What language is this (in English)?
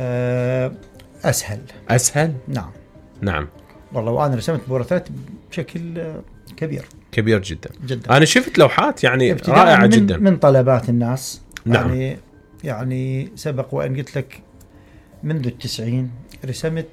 Mesopotamian Arabic